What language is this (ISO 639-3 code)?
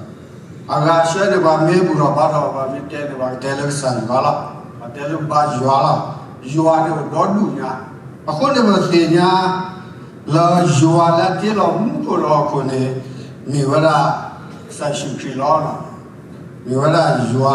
ksw